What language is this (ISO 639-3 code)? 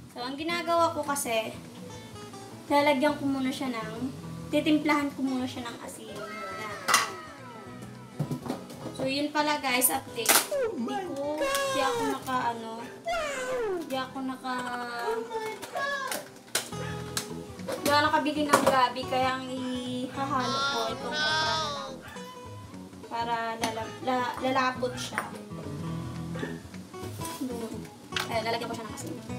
fil